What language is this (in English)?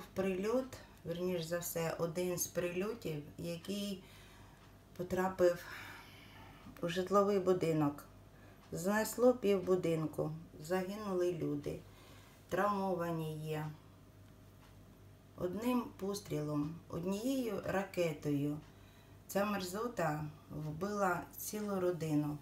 Ukrainian